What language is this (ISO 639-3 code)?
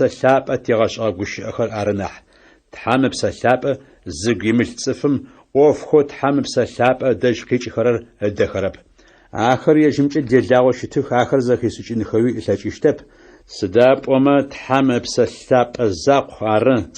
ady